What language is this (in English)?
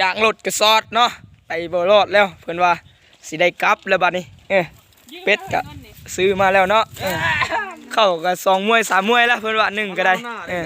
Lao